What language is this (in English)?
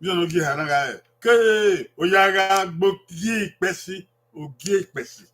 Bini